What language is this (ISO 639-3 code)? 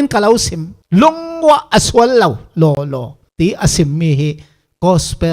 cfm